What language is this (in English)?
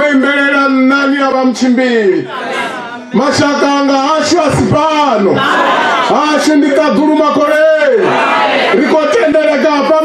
Venda